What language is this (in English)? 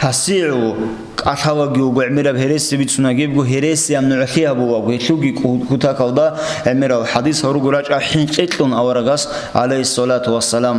Avaric